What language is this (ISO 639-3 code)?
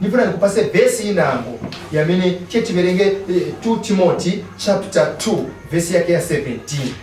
nya